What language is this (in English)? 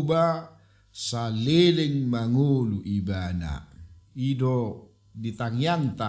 Batak Toba